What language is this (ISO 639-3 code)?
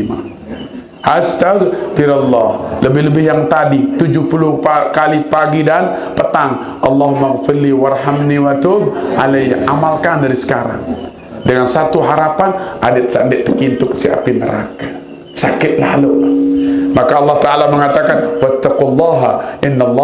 sas